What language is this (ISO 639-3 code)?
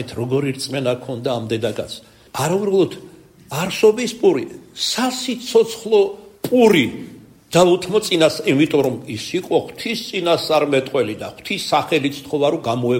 kat